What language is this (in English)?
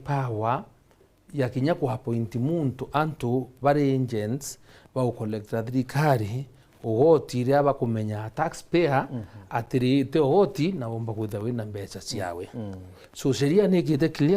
Meru